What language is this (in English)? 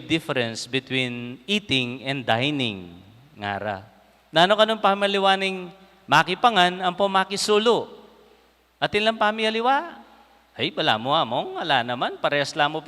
Pampanga